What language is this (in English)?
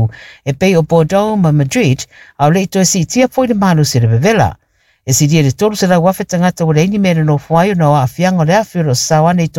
Samoan